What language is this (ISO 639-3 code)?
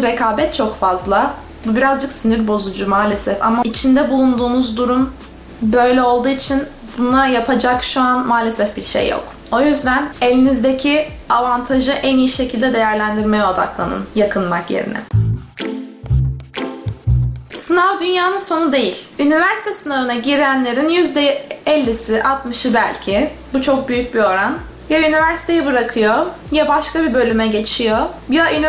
tur